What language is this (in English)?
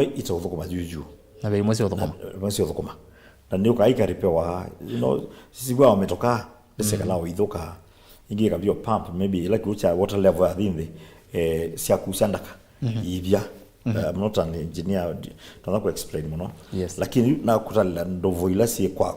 Kamba